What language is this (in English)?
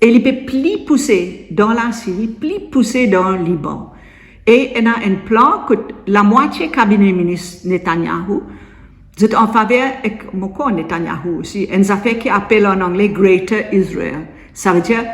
Morisyen